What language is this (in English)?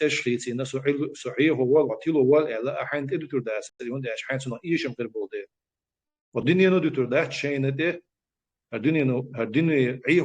Chechen